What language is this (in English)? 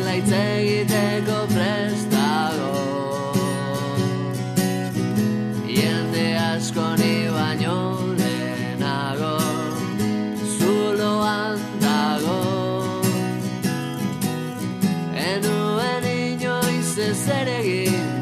Basque